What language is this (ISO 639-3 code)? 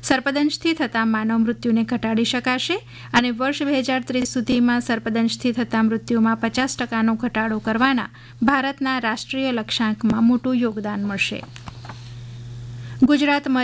guj